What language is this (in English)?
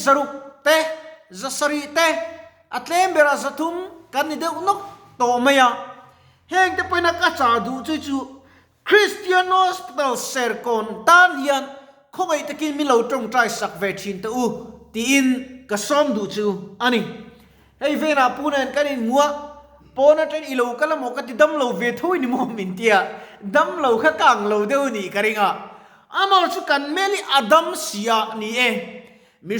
Mizo